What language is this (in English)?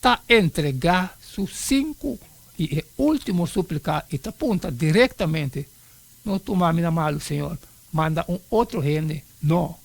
Papiamento